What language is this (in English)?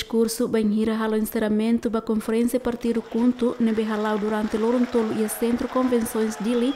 Tetum